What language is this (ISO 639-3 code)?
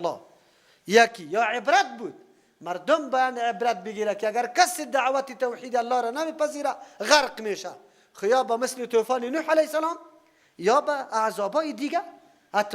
fas